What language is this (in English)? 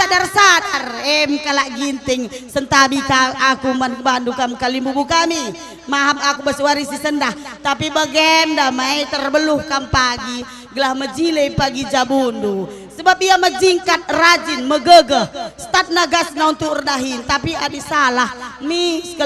Batak Karo